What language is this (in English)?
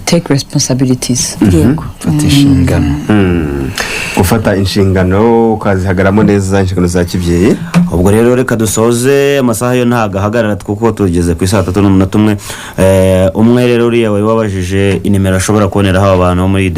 Kinyarwanda